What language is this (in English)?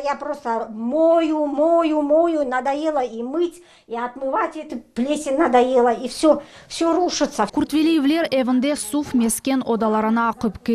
Crimean Tatar